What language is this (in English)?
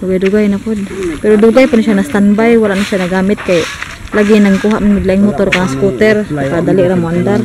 Cebuano